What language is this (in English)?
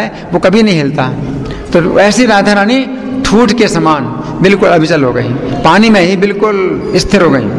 Hindi